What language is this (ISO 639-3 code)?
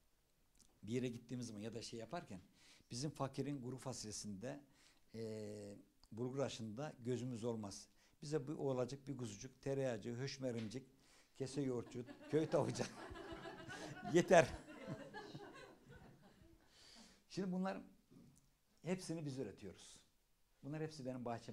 tur